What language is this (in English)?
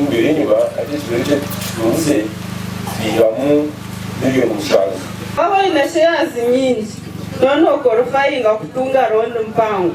Nyankole